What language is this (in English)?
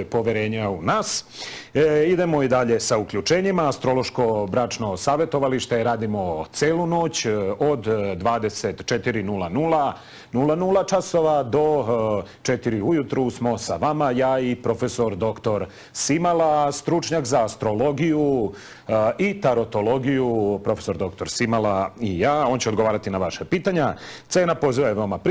Serbian